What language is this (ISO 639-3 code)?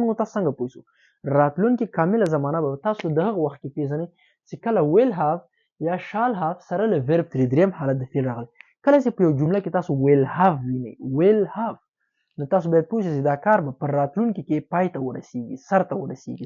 pus